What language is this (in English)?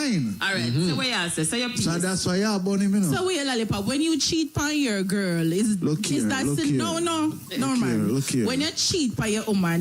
Jamaican Creole English